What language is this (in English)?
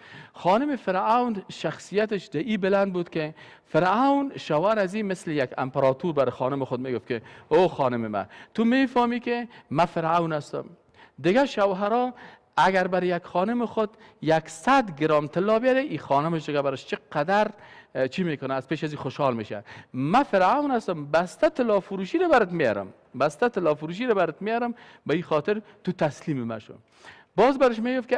Persian